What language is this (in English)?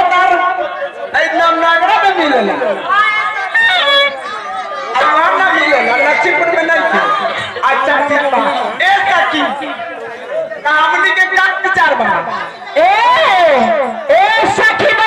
Bhojpuri